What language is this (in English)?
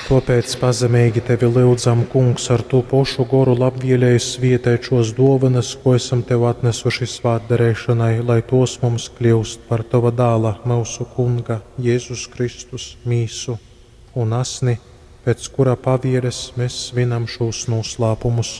Latgalian